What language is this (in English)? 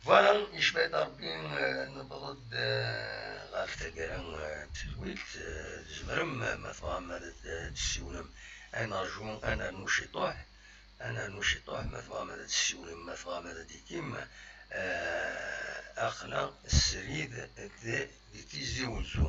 Kabyle